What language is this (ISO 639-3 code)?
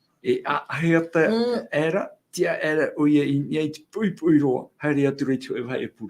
tah